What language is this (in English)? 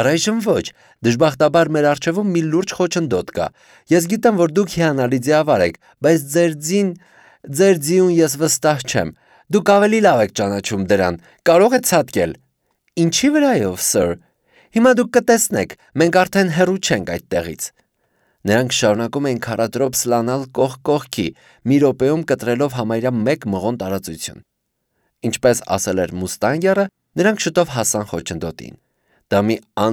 Armenian